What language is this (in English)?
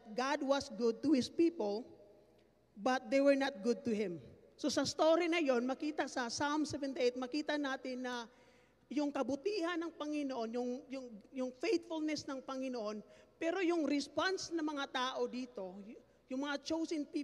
Filipino